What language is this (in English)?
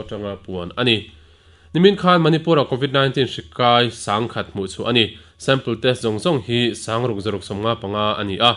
Mizo